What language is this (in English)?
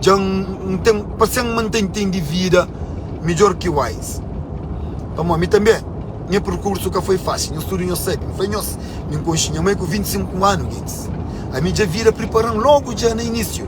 Kabuverdianu